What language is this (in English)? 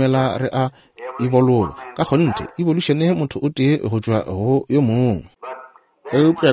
Northern Sotho